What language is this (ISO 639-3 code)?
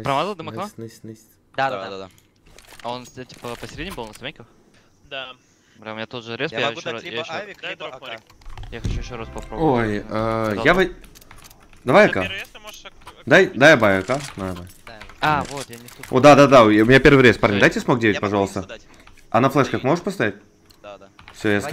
rus